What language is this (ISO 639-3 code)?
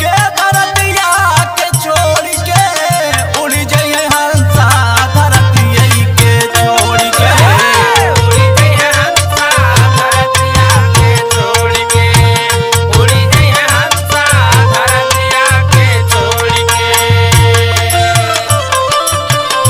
bho